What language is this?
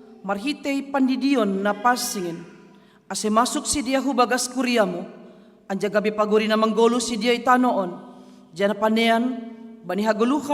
Batak Simalungun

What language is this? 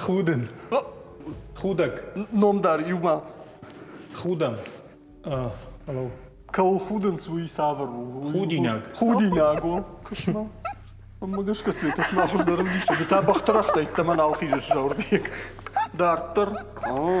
Ossetic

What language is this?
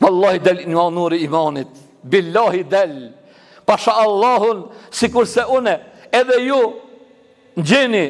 Albanian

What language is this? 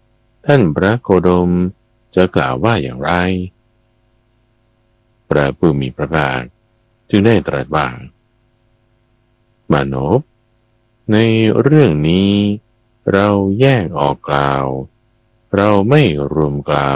Thai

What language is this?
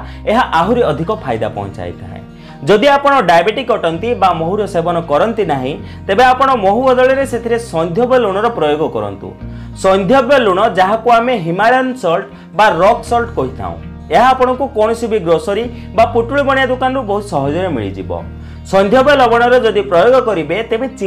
Odia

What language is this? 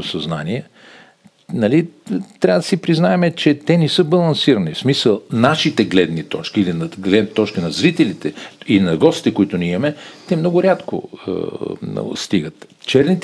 Bulgarian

